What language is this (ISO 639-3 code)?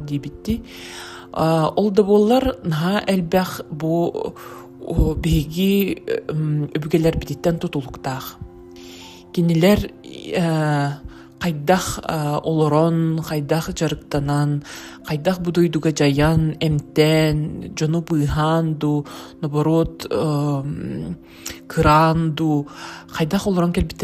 sah